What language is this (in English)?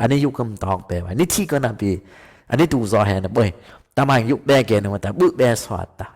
Dimasa